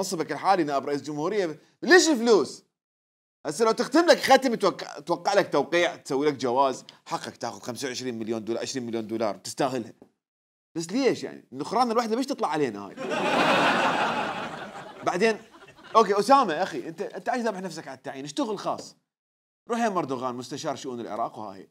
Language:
Mesopotamian Arabic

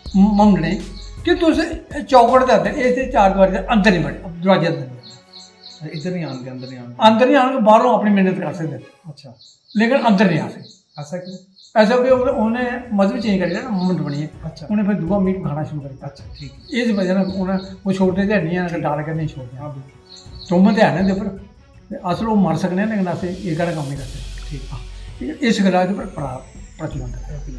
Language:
Dogri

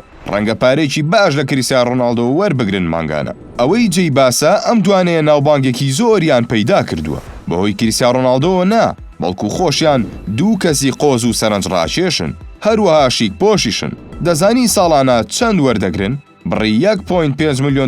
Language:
Central Kurdish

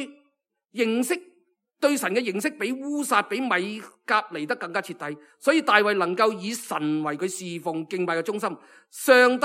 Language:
Cantonese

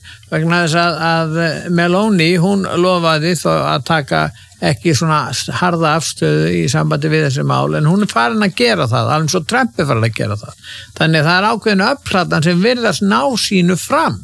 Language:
Icelandic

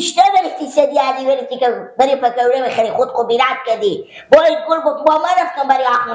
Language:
Persian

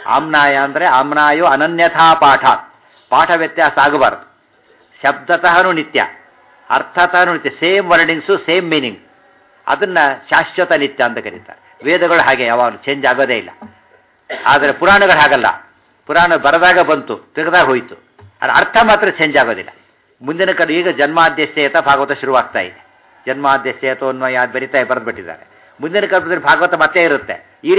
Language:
Kannada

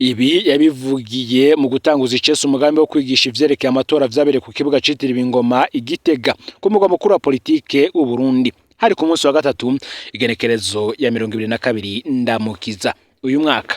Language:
Rundi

